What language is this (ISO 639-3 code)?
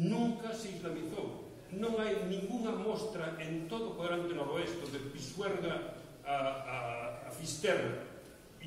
glg